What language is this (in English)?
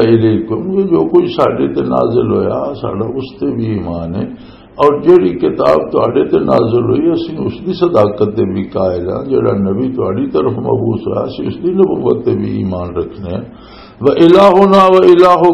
Western Panjabi